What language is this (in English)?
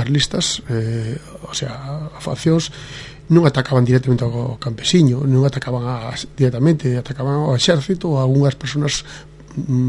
Galician